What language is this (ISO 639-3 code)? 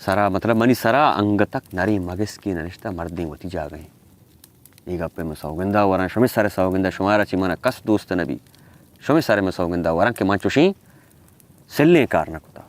bal